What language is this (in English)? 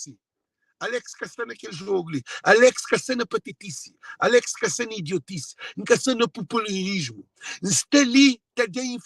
Kabuverdianu